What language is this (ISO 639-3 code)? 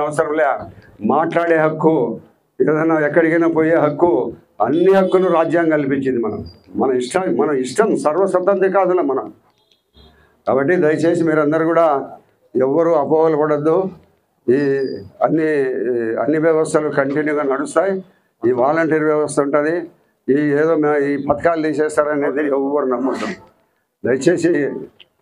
tel